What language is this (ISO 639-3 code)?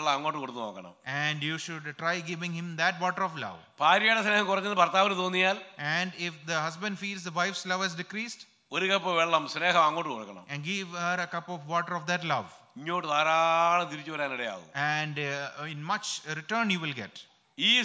mal